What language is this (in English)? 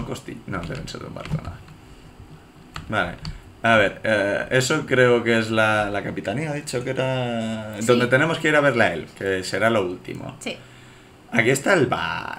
Spanish